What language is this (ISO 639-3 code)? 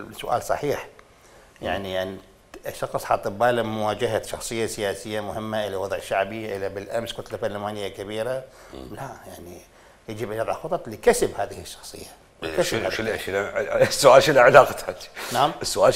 acm